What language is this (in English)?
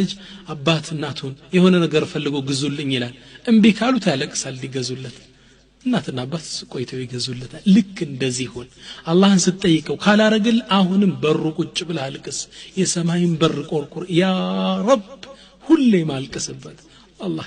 Amharic